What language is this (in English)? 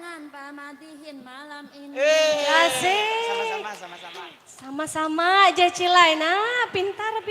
Banjar